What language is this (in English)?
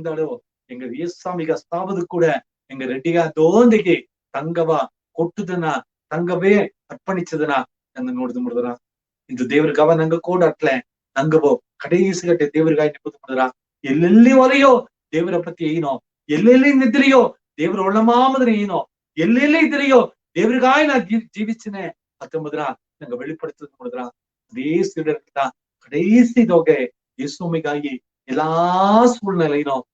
Badaga